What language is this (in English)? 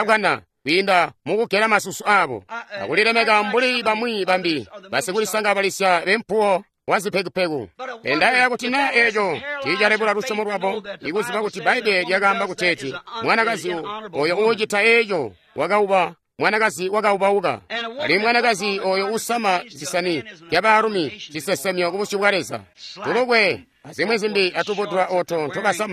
Tonga (Zambia)